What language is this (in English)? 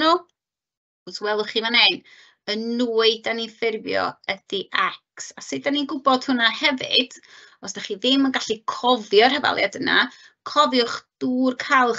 Welsh